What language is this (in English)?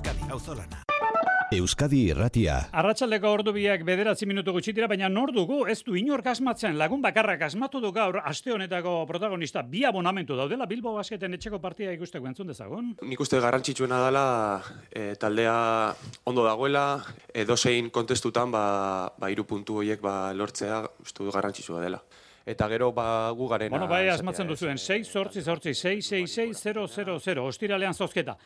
Basque